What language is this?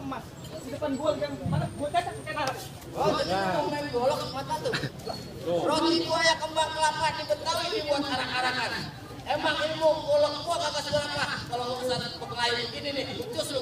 Betawi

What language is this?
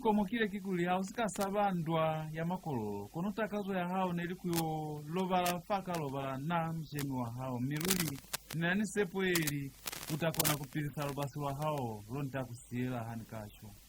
Lozi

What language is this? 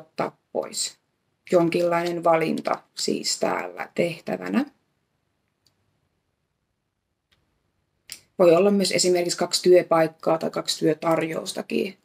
Finnish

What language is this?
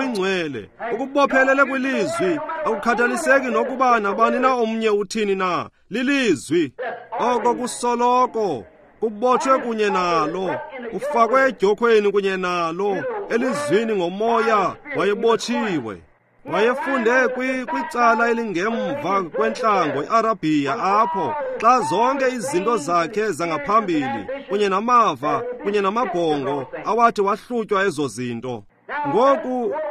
Xhosa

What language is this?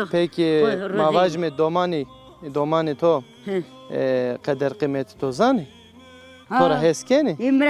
Zaza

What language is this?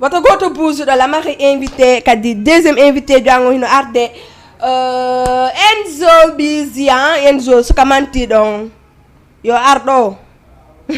Fula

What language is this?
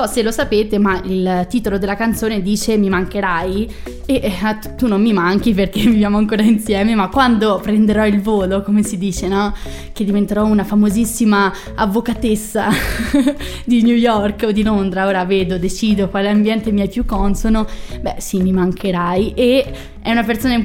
Italian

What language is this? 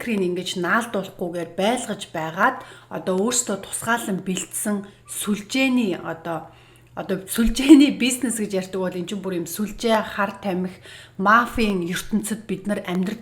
Mongolian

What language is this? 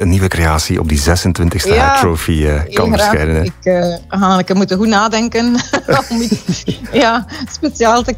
Dutch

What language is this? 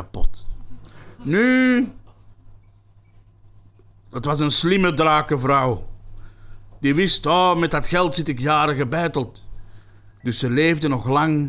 Dutch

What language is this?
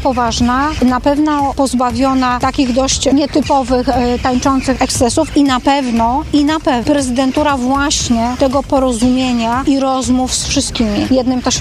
Polish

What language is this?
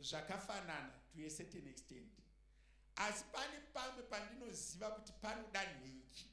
Shona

